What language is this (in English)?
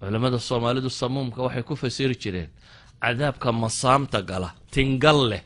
Somali